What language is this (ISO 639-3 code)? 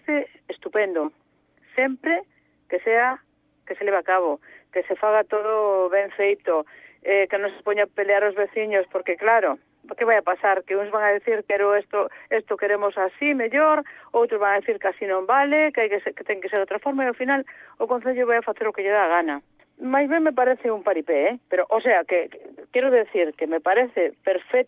glg